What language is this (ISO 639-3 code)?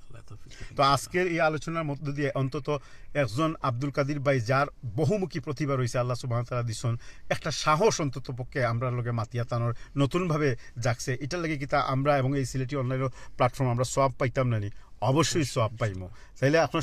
syl